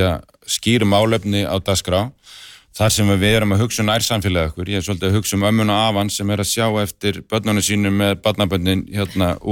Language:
Icelandic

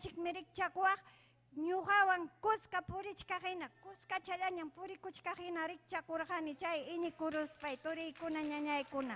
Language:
Ayacucho Quechua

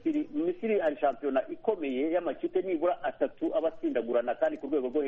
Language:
Kinyarwanda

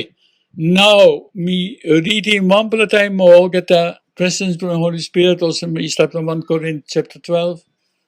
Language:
Tok Pisin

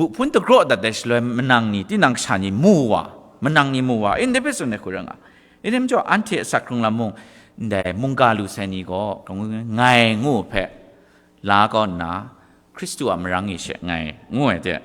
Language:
Kachin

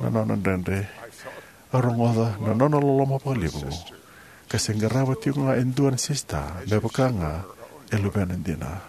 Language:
Fijian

